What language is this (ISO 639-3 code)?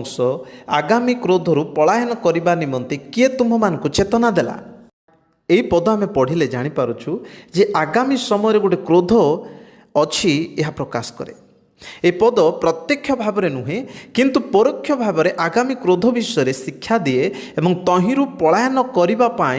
ori